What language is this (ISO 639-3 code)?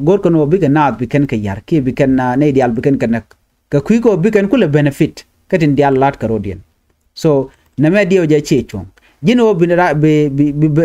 nus